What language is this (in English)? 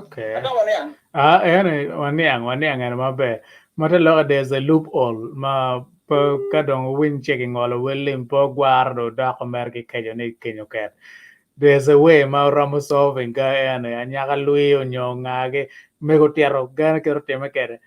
Acoli